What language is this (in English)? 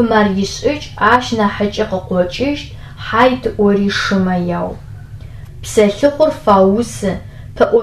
Adyghe